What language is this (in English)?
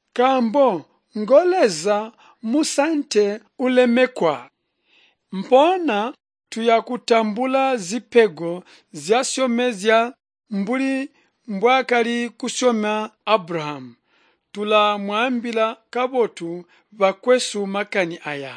Tonga (Zambia)